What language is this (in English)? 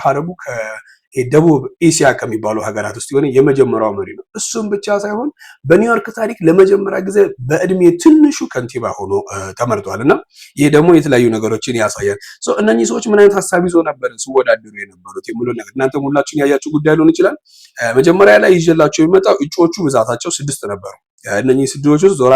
Amharic